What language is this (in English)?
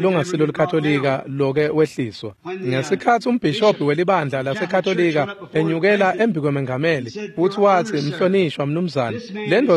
Swati